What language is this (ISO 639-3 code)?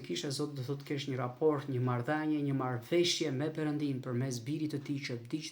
sqi